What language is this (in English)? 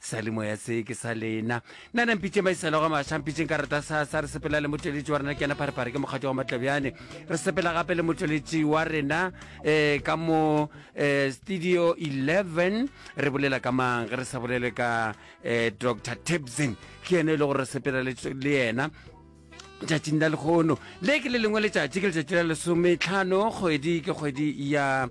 Northern Sotho